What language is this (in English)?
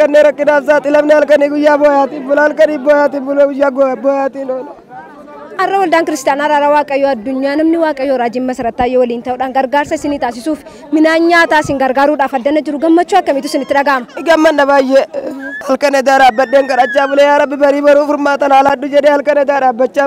Oromo